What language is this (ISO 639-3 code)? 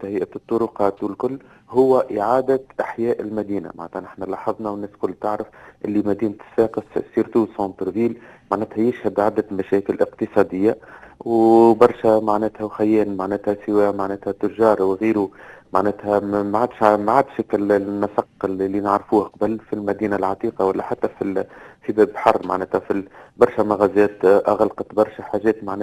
aeb